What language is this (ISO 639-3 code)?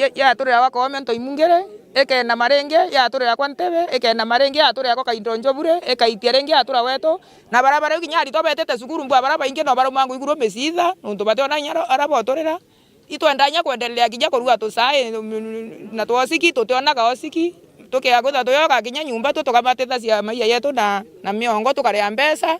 mer